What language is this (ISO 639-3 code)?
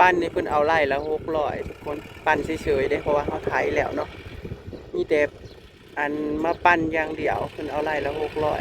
tts